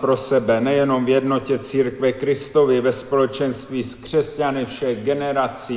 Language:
Czech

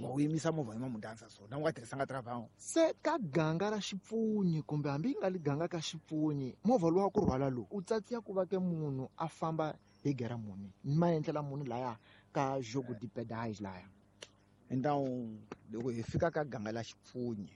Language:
Tsonga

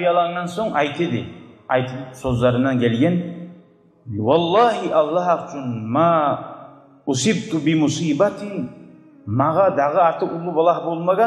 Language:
Kumyk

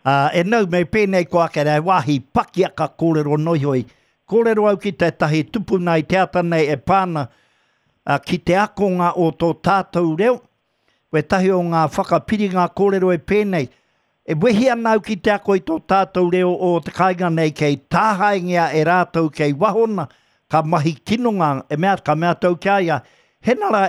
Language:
Māori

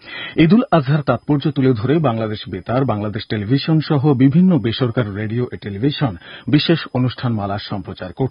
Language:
Bangla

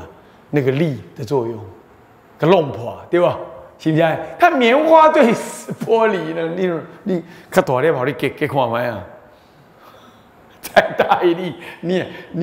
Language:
Chinese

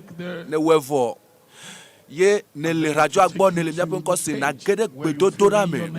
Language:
Ewe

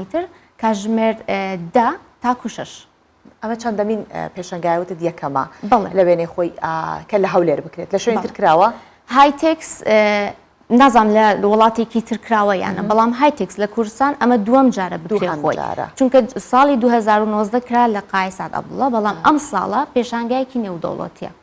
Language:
Central Kurdish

